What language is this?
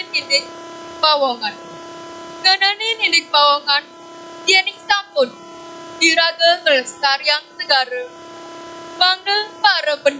Balinese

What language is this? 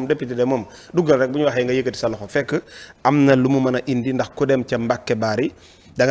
Wolof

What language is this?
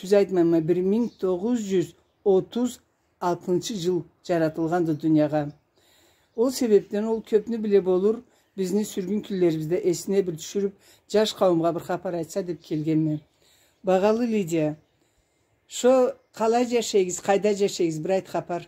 Karachay-Balkar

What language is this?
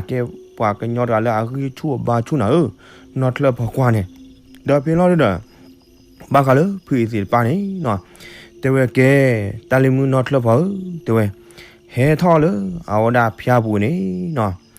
S'gaw Karen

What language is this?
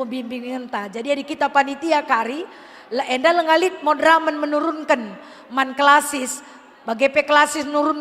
Batak Karo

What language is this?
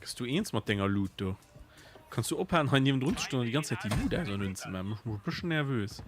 Luxembourgish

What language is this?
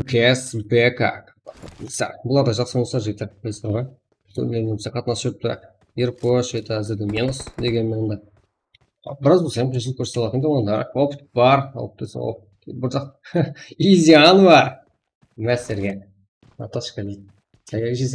Kara-Kalpak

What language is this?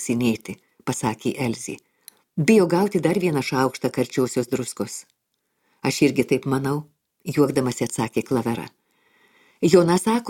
Lithuanian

